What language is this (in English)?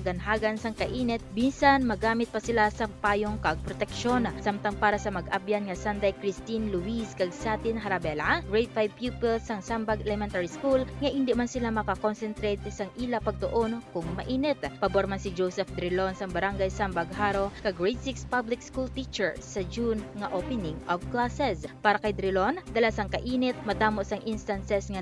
Hiligaynon